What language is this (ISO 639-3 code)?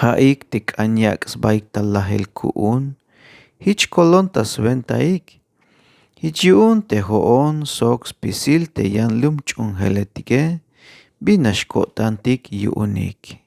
tzh